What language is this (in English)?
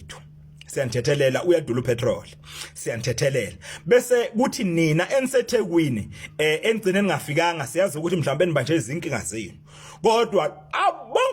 Zulu